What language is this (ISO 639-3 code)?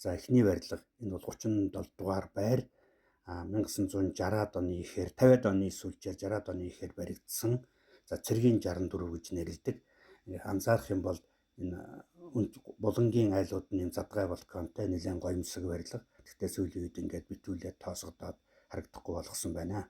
mon